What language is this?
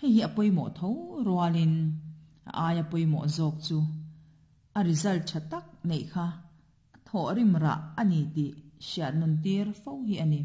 Mizo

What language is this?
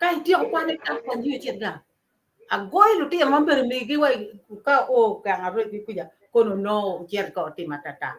Acoli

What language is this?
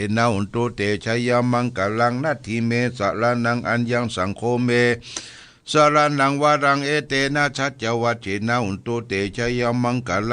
Pali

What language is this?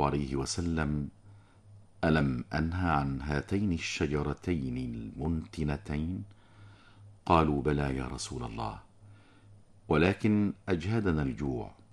Arabic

